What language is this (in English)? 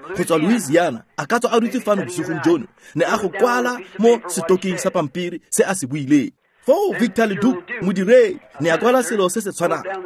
Tswana